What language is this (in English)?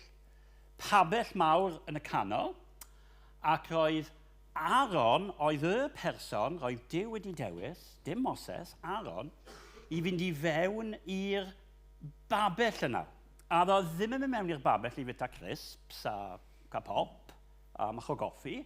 Welsh